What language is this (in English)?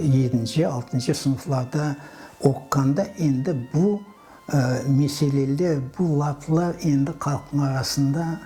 Crimean Tatar